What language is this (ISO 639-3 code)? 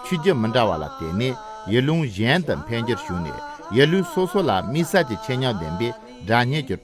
bod